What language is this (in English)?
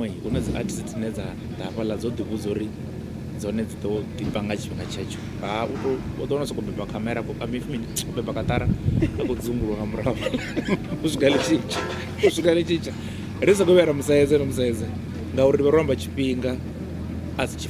Venda